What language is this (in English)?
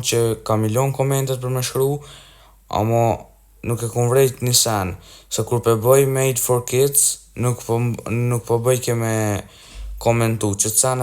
Albanian